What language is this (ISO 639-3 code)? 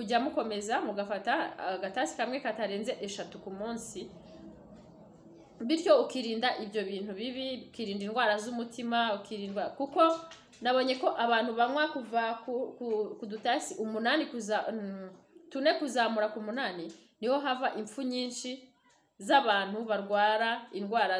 kin